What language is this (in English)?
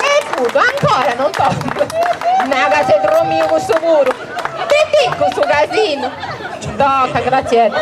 Sardinian